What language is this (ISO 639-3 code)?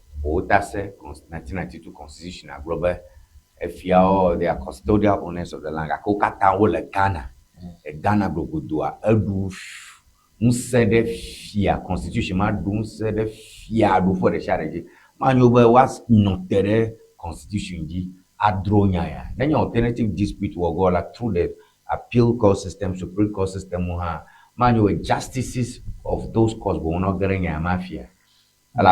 ewe